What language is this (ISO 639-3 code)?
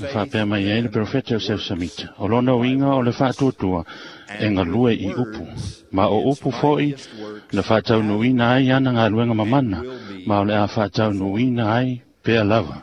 smo